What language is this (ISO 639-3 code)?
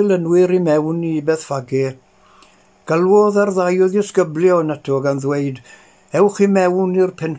cym